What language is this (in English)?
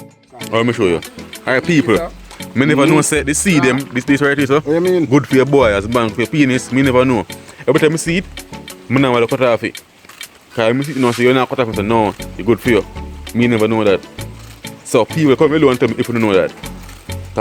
Jamaican Creole English